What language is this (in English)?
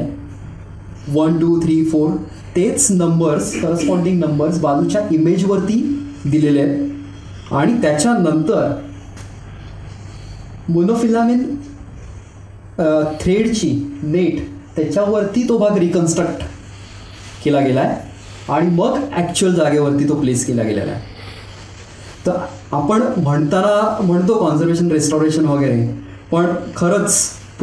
Marathi